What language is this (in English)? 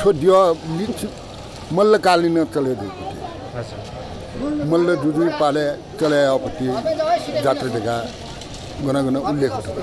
Newari